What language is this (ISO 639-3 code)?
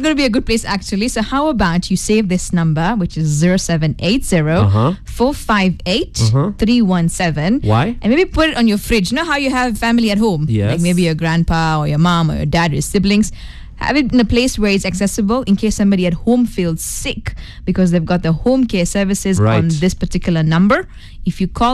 eng